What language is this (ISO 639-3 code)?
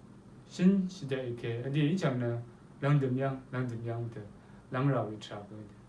raw